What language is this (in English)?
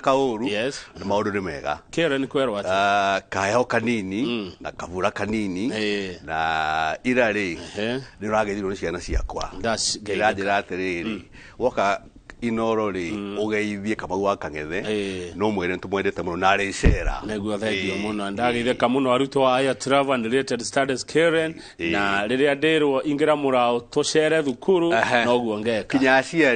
Kikuyu